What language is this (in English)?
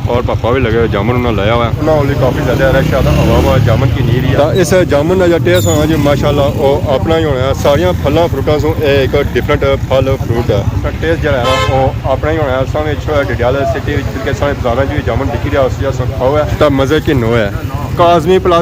Pahari-Potwari